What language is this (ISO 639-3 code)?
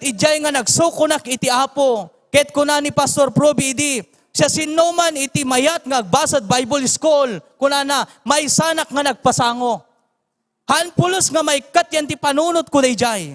ilo